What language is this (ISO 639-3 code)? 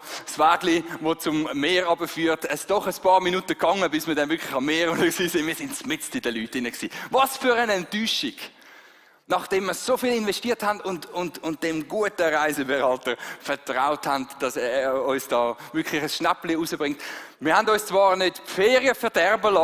gsw